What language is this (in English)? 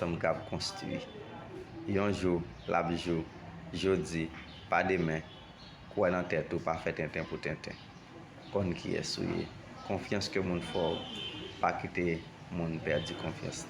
Haitian Creole